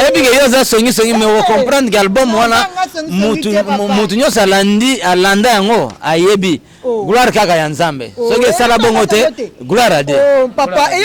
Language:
Lingala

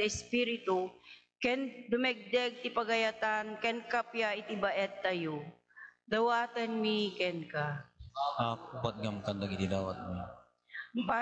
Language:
Iloko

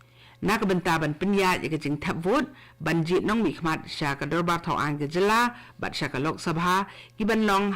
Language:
Khasi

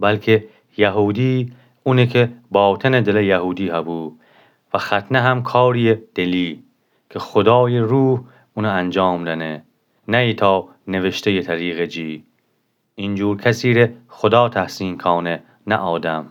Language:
Gilaki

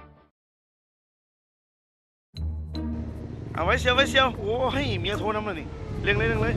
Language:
Lao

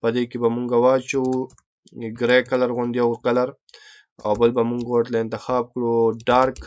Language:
Pashto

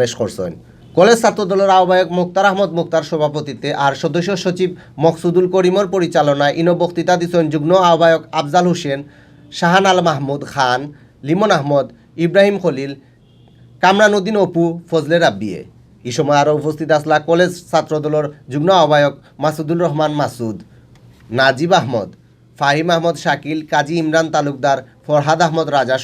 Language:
Sylheti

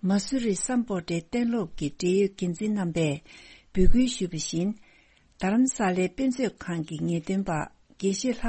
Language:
Tibetan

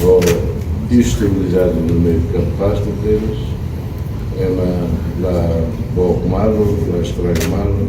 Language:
Tetum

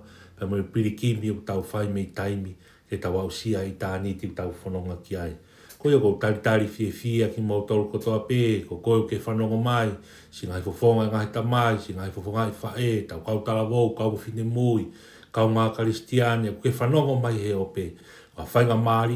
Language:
Tongan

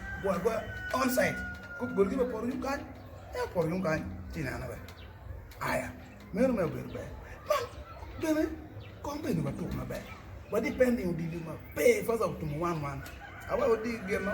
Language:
Acoli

